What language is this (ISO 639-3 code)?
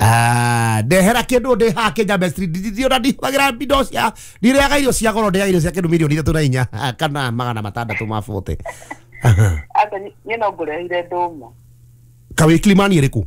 kik